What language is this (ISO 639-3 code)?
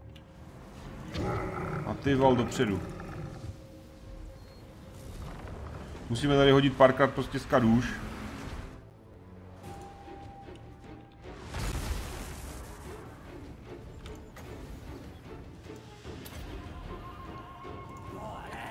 ces